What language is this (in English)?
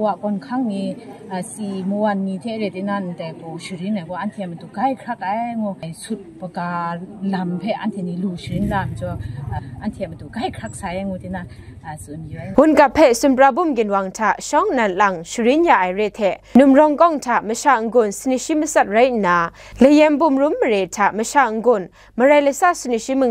Kachin